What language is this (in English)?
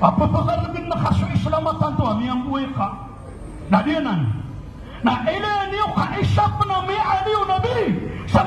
Maranao